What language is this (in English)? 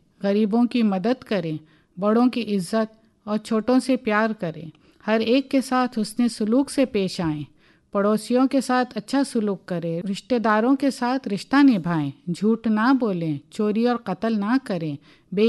Urdu